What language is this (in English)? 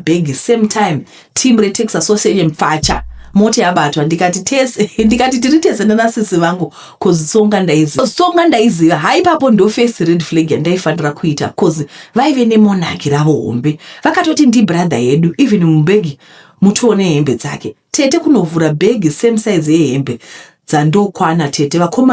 Shona